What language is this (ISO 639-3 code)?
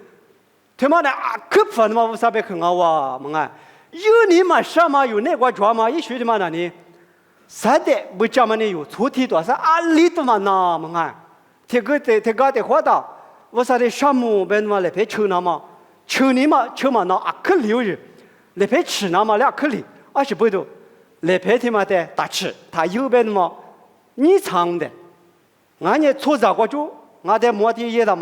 lis